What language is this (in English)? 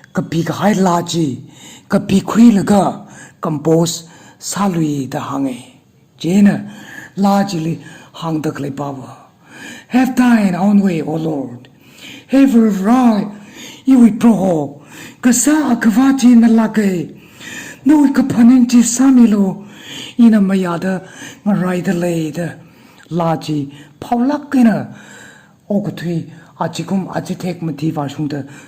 Tangkhul Naga (India)